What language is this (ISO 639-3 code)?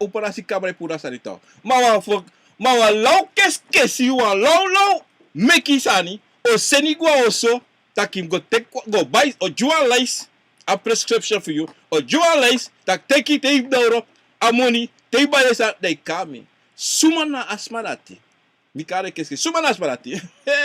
srn